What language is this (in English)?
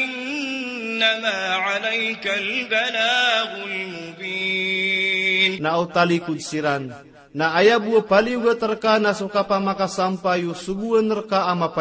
Maranao